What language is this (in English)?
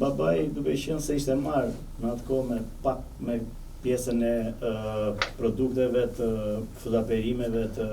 Albanian